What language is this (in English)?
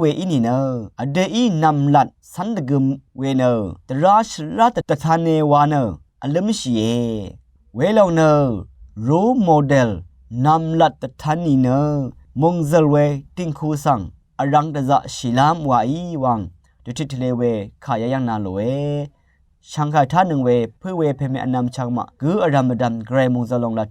Rawang